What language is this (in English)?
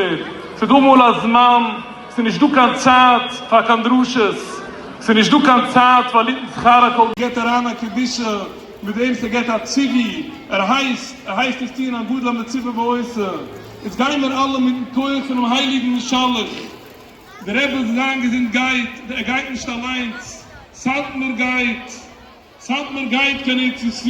Yiddish